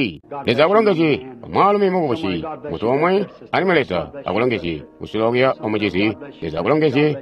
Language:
Tonga (Zambia)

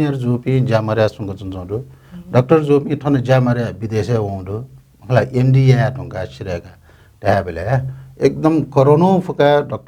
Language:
Newari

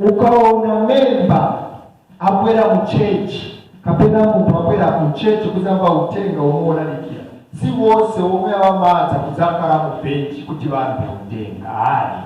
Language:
Nyanja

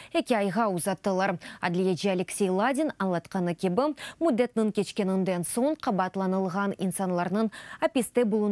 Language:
Crimean Tatar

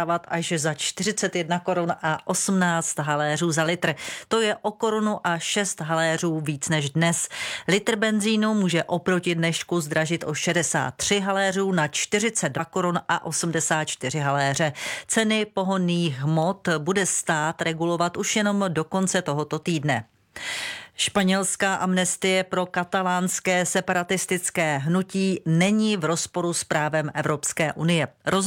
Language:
Czech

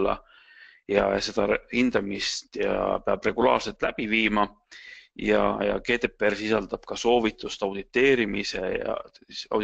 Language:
Estonian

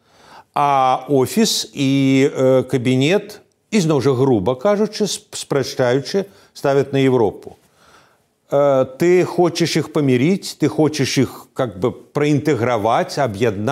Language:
Belarusian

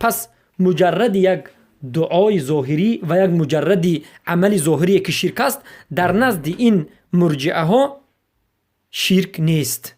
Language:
Persian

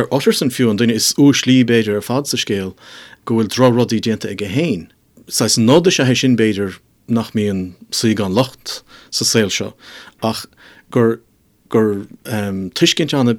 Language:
Irish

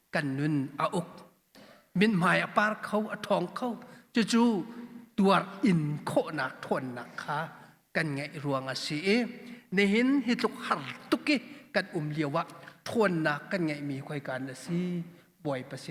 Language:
Hakha Chin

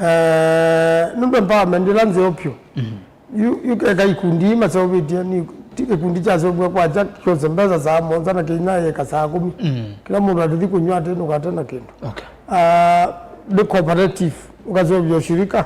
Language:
Kamba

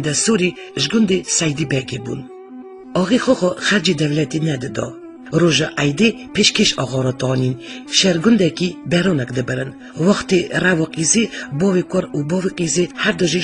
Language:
Kurdish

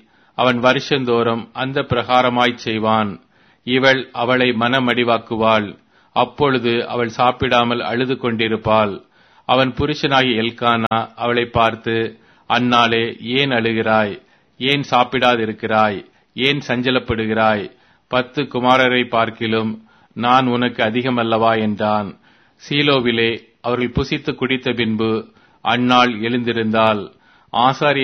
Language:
Tamil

